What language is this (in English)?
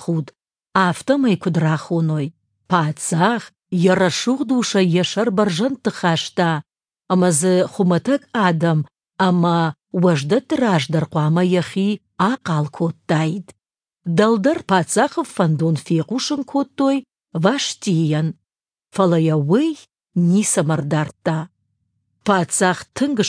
Ossetic